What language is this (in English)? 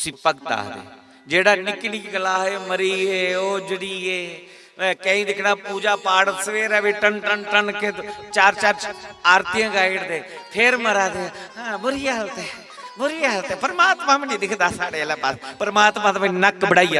Dogri